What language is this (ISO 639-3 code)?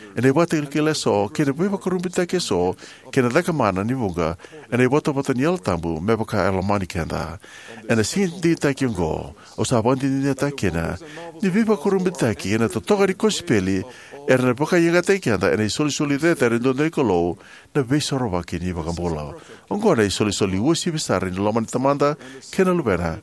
fij